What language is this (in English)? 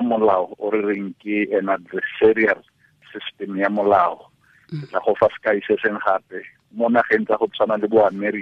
Tswana